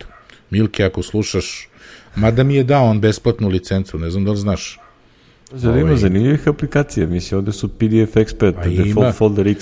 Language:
Serbian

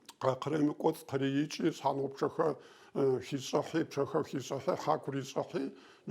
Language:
Adyghe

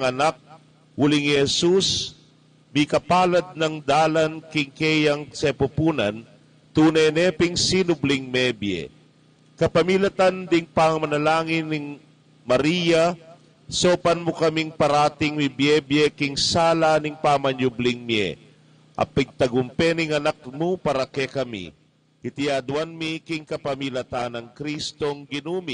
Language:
Pampanga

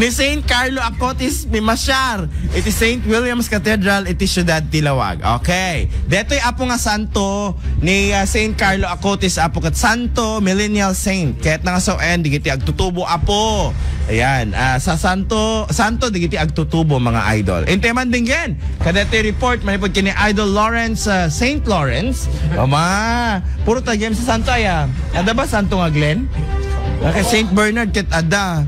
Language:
Iloko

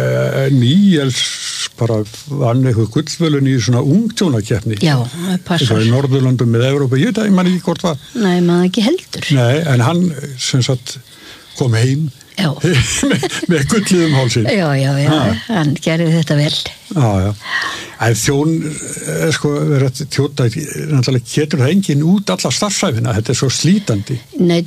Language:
Icelandic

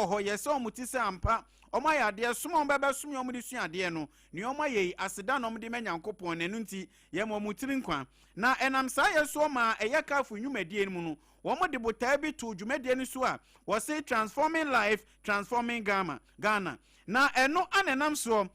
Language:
Akan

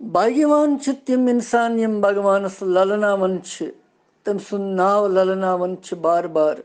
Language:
Kashmiri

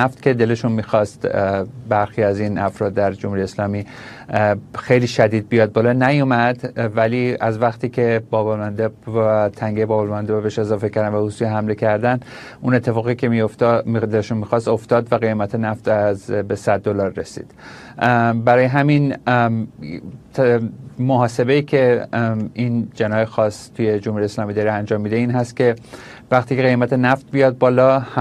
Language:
Persian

